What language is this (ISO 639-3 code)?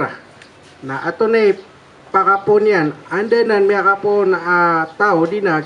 mrw